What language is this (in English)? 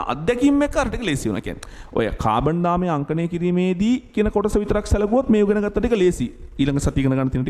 Sinhala